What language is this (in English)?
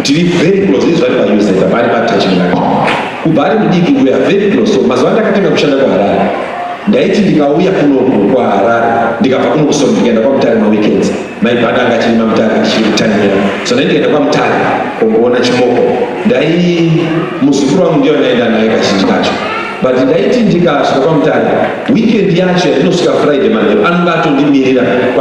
Shona